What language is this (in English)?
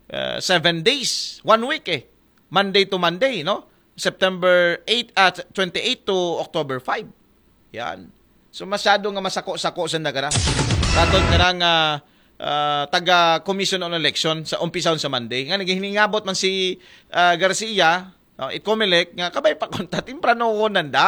Aklanon